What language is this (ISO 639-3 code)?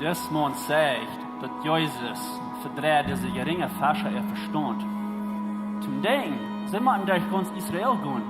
pdt